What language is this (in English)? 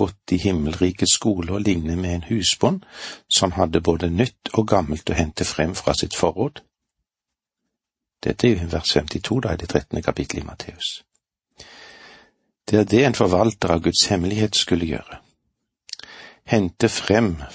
Norwegian